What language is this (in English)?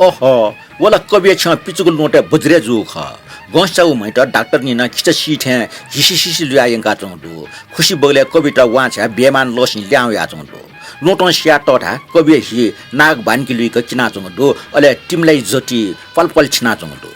Newari